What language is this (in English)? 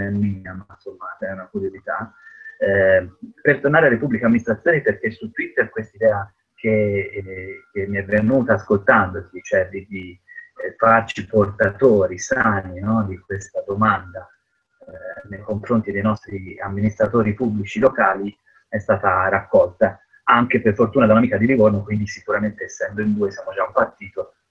Italian